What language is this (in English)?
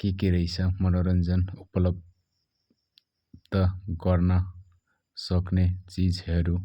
Nepali